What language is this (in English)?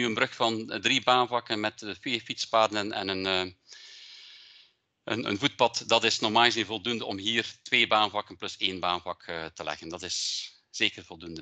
Dutch